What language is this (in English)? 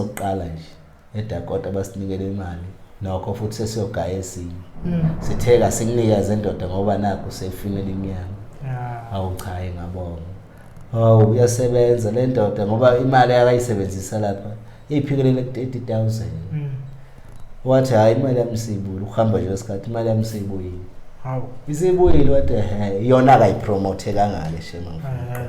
Zulu